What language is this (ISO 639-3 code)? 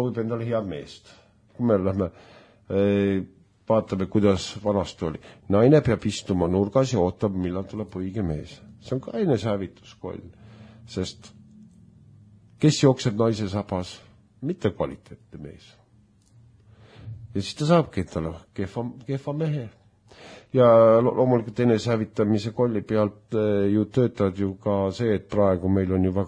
est